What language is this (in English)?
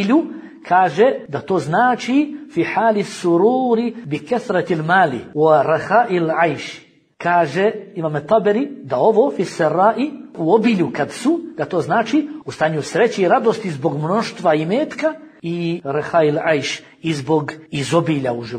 Bosnian